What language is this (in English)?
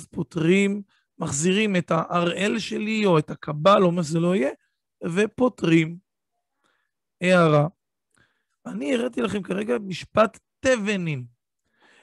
Hebrew